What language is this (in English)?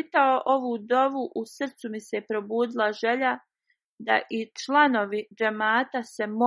Bosnian